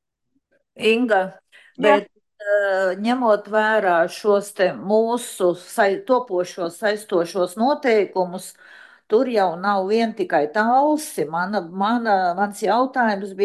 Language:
Latvian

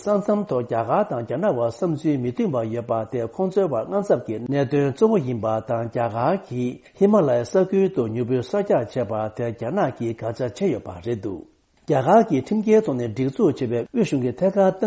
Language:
Tibetan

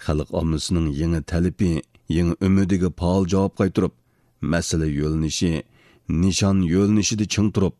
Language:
Uyghur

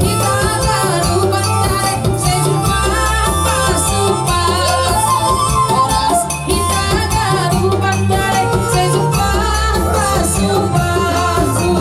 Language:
Batak Simalungun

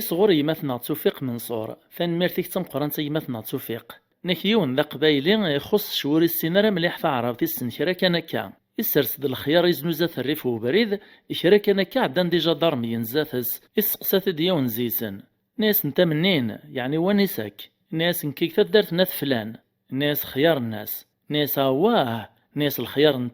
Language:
Kabyle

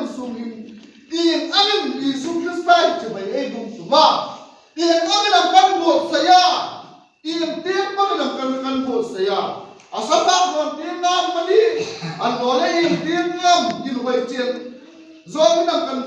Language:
Hmar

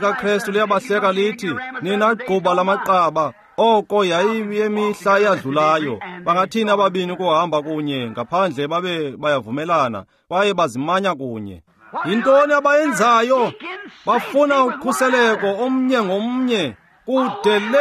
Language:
Xhosa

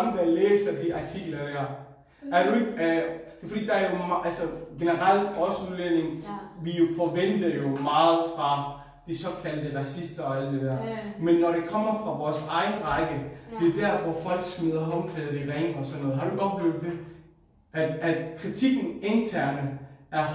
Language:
Danish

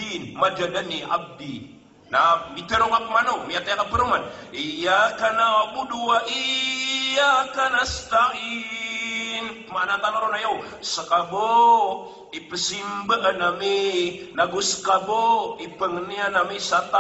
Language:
Maranao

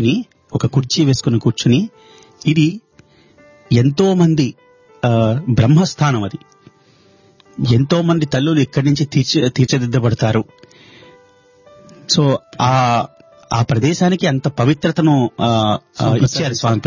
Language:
Telugu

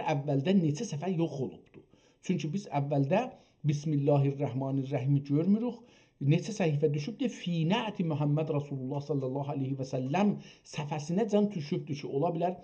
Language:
South Azerbaijani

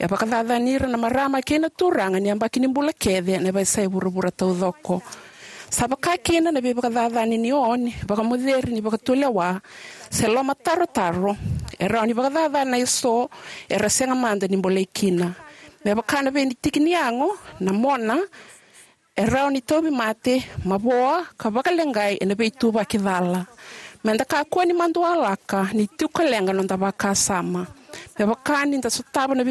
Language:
Fijian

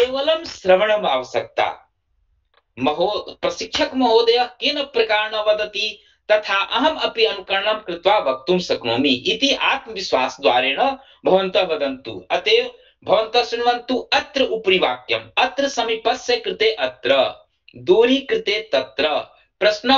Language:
Sanskrit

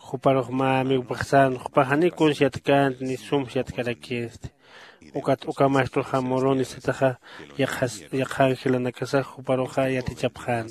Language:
Aymara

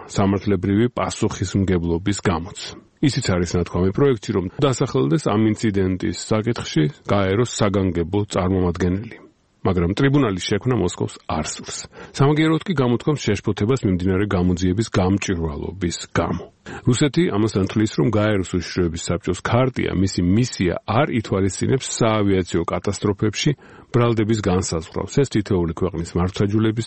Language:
Georgian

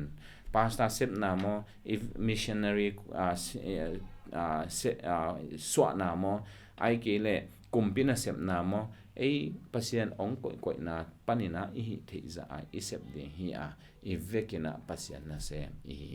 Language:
Tedim Chin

